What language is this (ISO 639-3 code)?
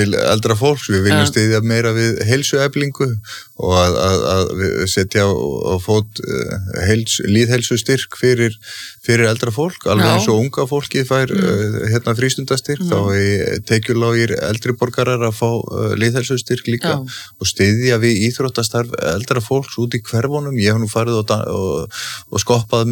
isl